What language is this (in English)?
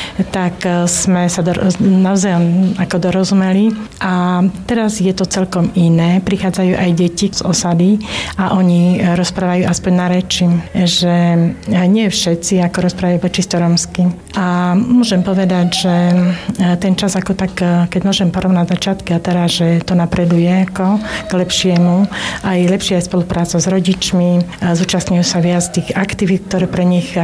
Slovak